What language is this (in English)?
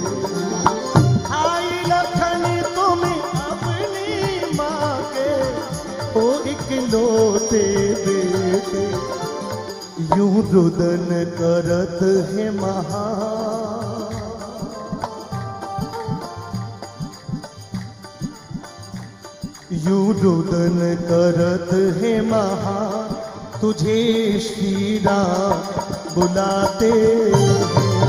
Hindi